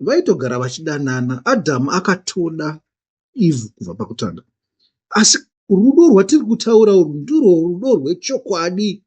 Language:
Shona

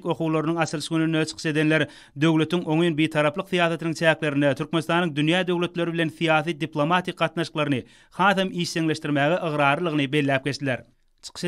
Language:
Turkmen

